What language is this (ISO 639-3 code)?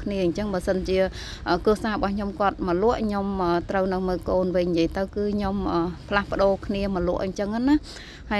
khm